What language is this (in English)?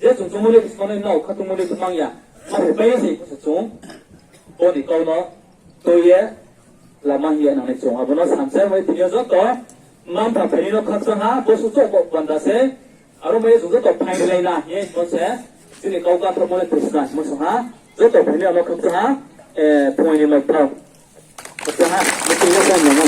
Riang (India)